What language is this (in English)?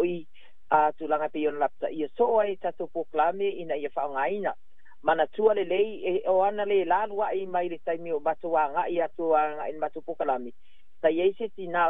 Samoan